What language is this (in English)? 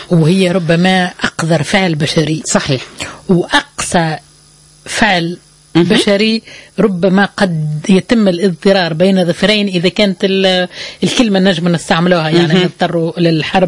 Tunisian Arabic